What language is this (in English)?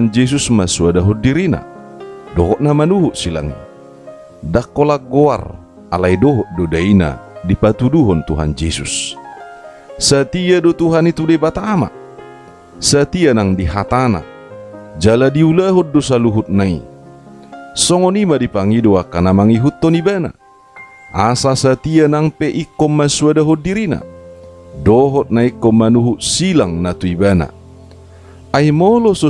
Batak Toba